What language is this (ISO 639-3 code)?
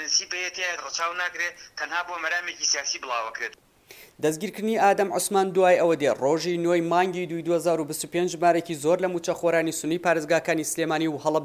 ckb